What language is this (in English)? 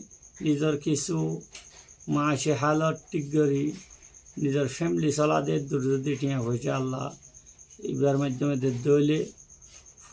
Rohingya